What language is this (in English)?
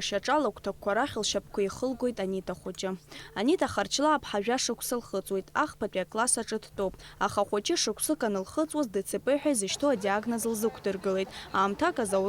Abkhazian